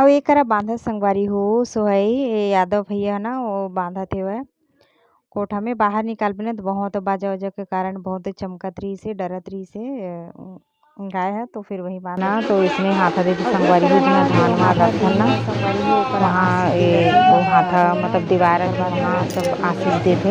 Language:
Chhattisgarhi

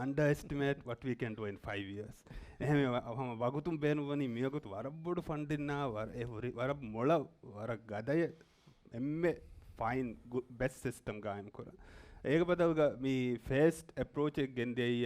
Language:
Divehi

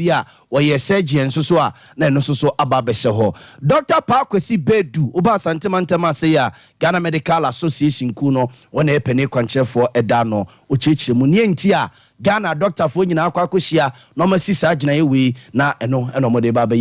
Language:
Akan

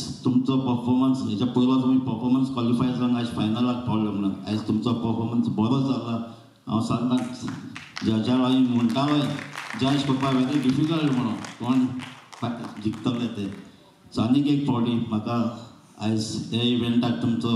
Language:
Konkani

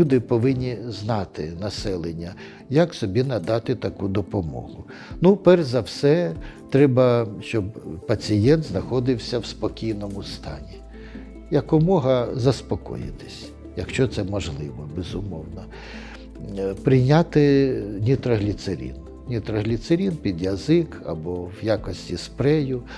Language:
Ukrainian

